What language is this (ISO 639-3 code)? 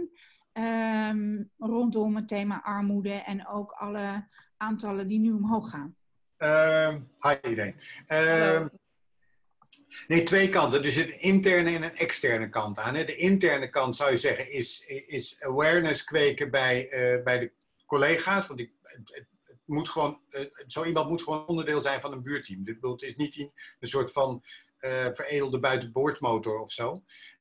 nld